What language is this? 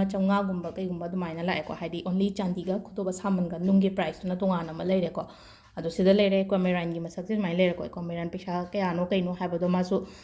Manipuri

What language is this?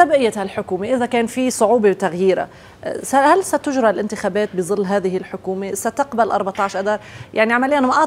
North Levantine Arabic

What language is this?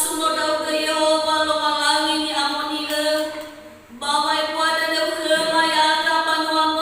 Nias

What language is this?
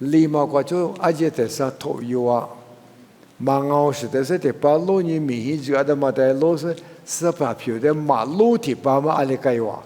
Lisu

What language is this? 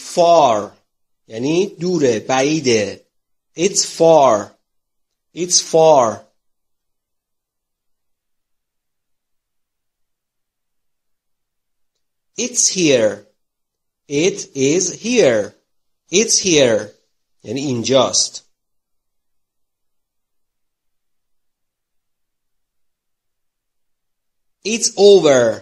Persian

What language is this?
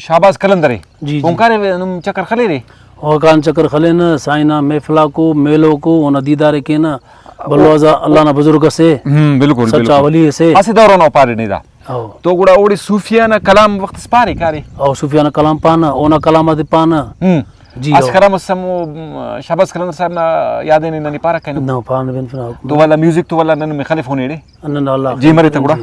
Brahui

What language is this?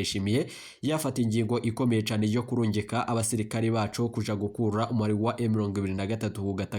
Rundi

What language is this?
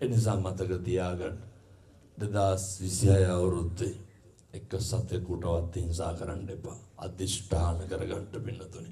Sinhala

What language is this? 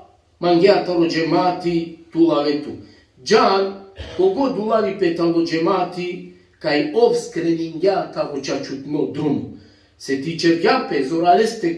Balkan Romani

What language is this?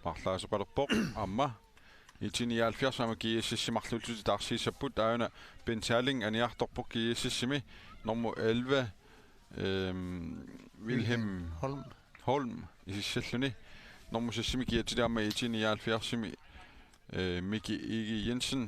Kalaallisut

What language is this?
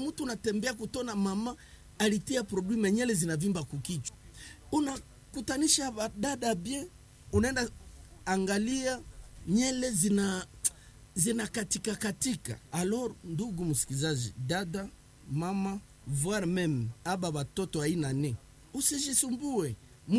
Swahili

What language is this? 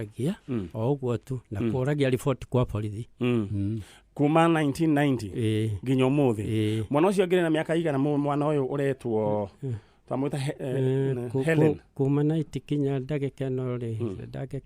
Kikuyu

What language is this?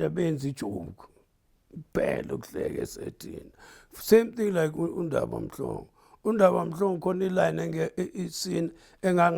Zulu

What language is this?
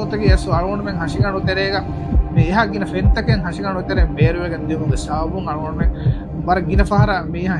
Divehi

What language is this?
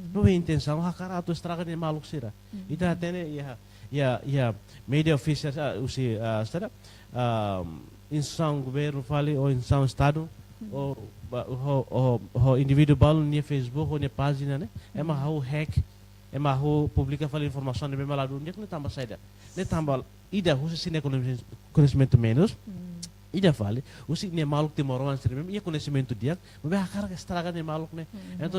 Tetum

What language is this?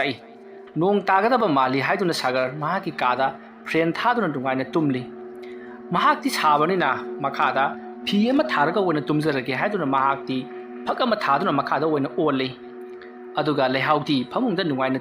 Manipuri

